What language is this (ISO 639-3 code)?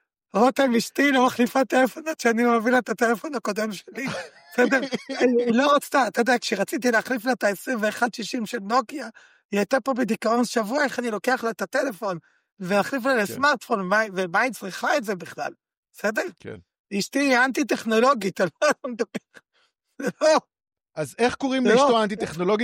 heb